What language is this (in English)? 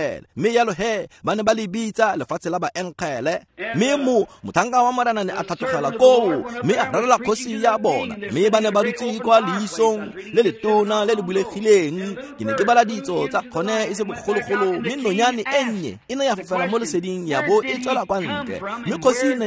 Tswana